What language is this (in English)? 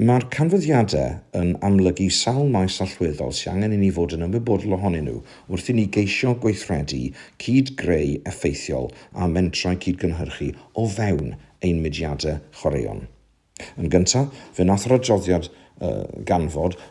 Welsh